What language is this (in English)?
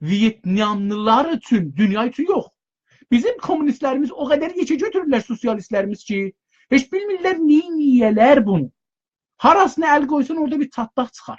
South Azerbaijani